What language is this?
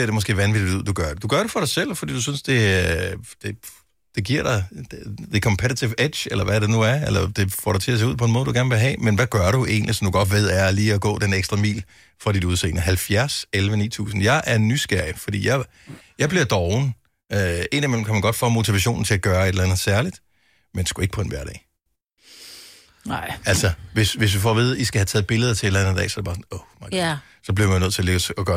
Danish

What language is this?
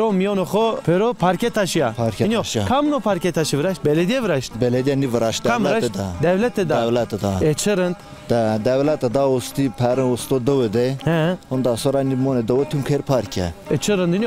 Zaza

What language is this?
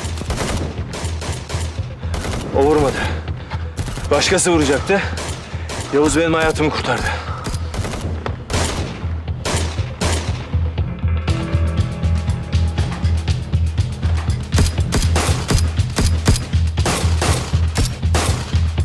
Turkish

